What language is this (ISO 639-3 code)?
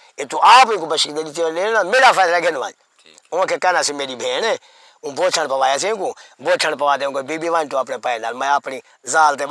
skr